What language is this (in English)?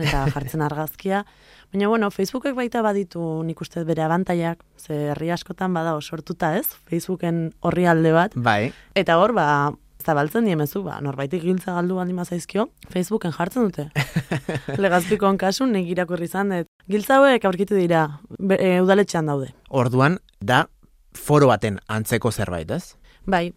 Basque